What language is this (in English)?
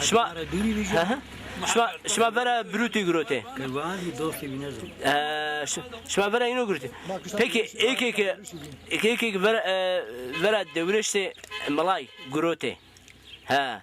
Zaza